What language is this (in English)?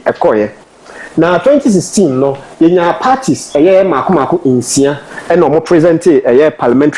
Akan